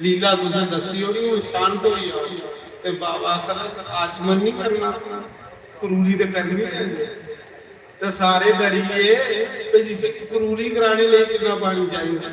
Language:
Dogri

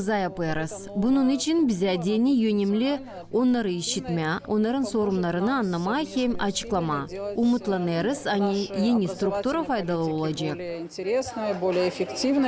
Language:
Gagauz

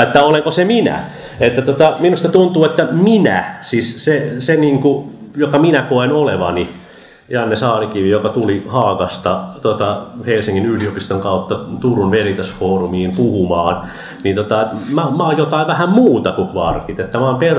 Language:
Finnish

